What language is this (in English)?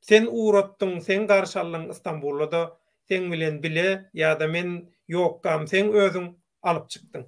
Turkmen